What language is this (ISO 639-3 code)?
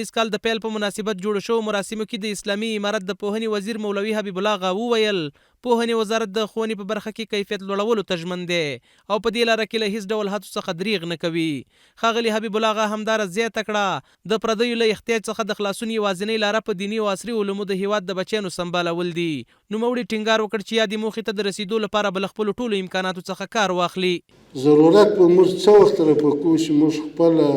pus